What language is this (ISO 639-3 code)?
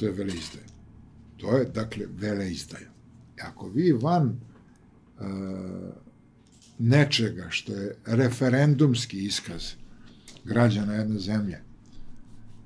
srp